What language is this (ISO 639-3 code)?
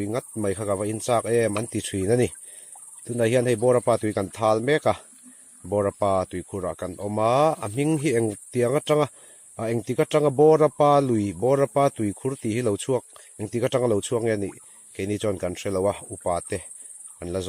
lus